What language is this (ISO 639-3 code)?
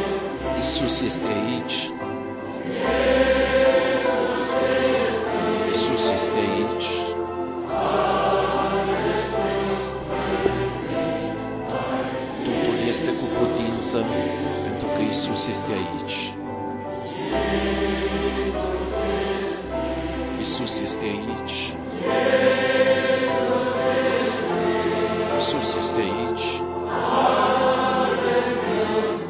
ron